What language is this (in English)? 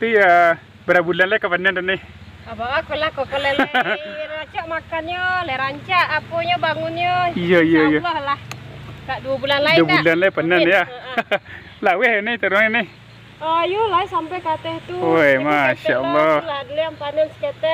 Minangkabau